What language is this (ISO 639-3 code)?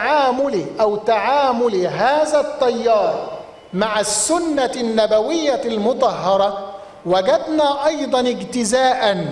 ara